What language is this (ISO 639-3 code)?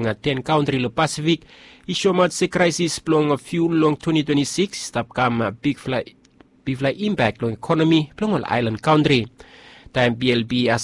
bis